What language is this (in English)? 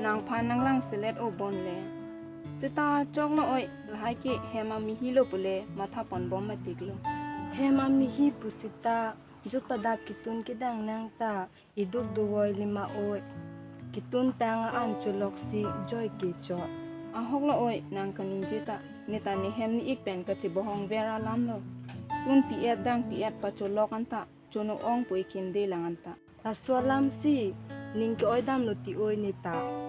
Karbi